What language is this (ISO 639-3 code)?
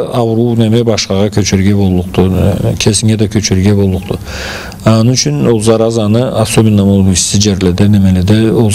krc